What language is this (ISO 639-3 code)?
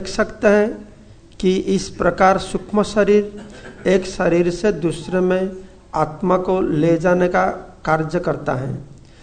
hin